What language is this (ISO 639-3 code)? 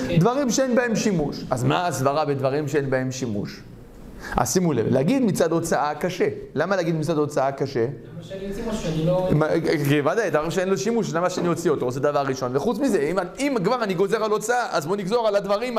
heb